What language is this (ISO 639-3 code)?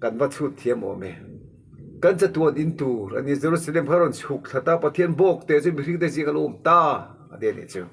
lus